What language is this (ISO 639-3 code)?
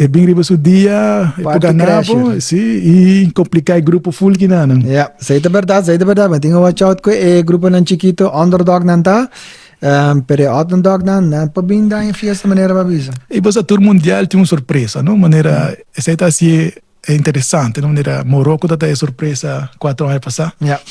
pap